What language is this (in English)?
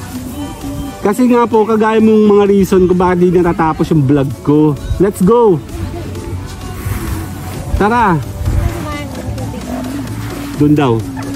Filipino